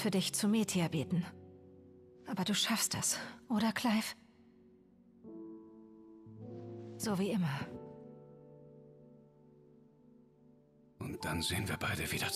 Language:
German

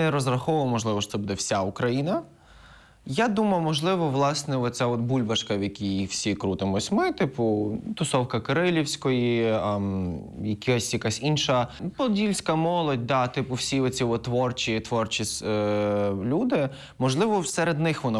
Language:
Ukrainian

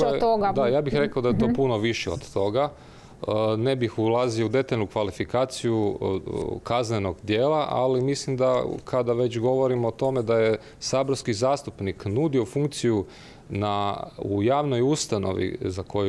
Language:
Croatian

